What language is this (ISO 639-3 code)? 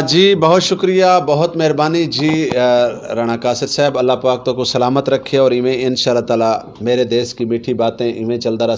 skr